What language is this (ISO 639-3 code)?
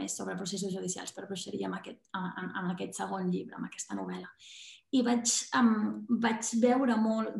cat